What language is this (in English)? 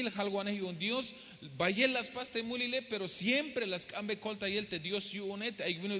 Tzeltal